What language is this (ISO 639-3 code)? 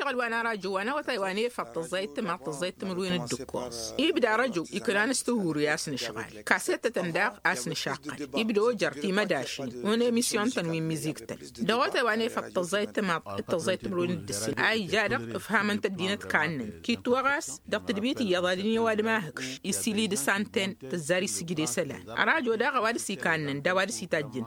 taq